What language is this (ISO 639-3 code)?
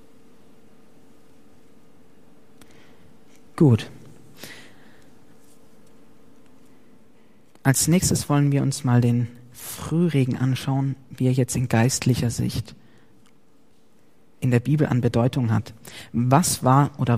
deu